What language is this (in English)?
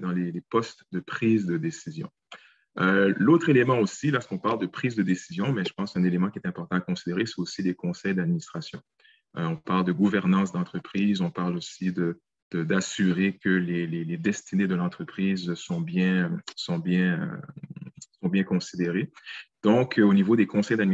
French